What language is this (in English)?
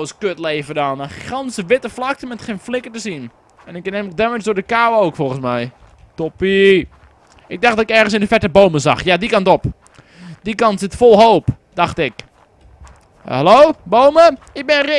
Dutch